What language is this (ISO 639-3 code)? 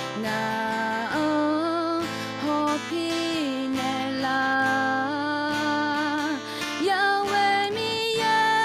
ahk